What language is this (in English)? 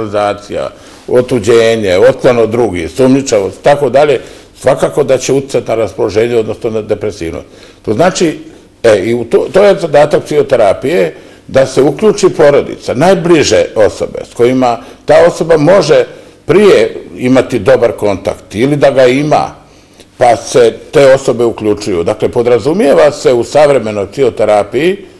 Bosnian